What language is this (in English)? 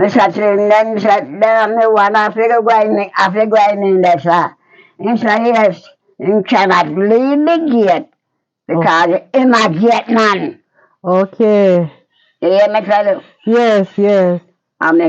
Jamaican Creole English